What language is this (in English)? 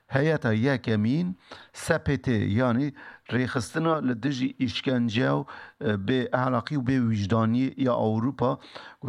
Kurdish